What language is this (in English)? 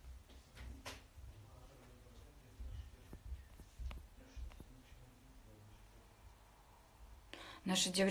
Russian